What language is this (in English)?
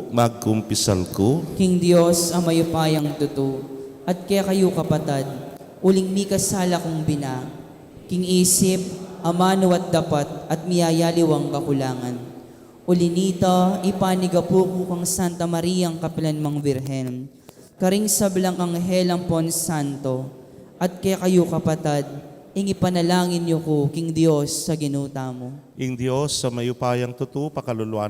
Pampanga